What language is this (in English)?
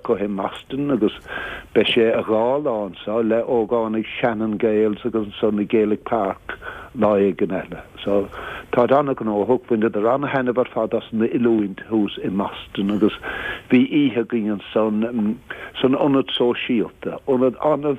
Irish